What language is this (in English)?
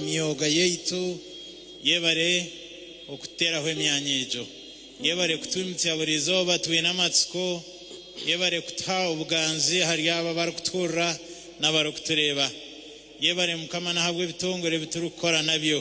Nyankole